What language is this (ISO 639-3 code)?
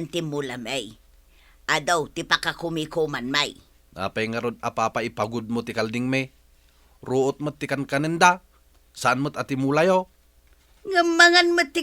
ilo